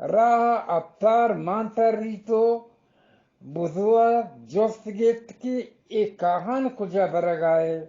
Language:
Eastern Balochi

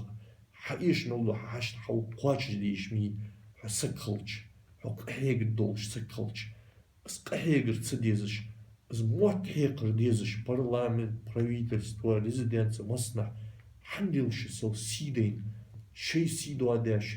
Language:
Ingush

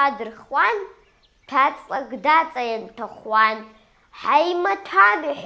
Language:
Abkhazian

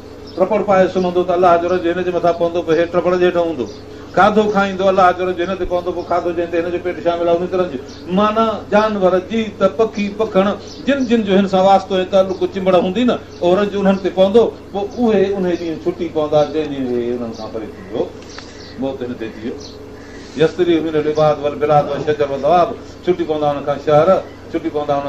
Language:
Sindhi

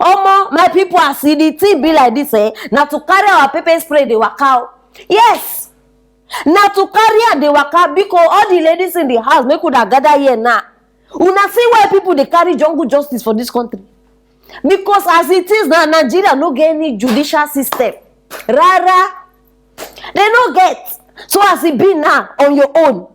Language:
Nigerian Pidgin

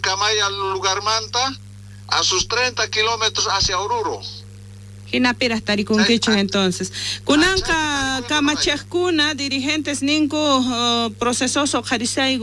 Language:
South Bolivian Quechua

